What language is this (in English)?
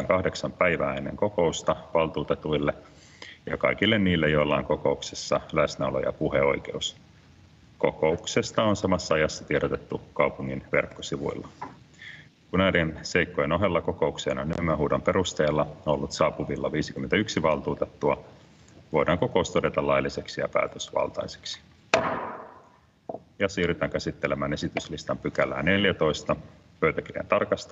Finnish